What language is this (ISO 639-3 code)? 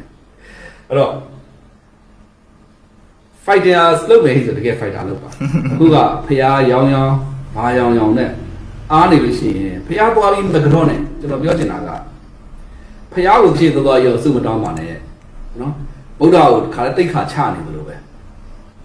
mya